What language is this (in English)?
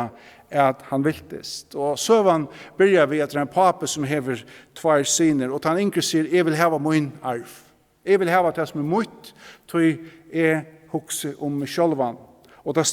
Faroese